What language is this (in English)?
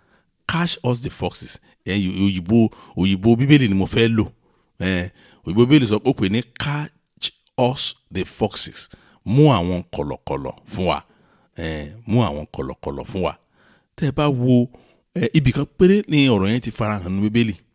Yoruba